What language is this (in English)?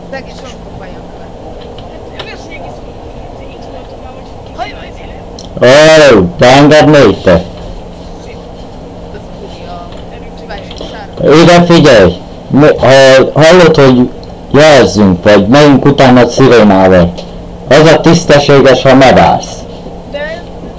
Hungarian